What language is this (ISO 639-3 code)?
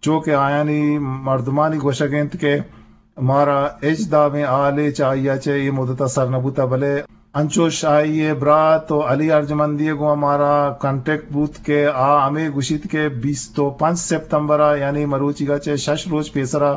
bgp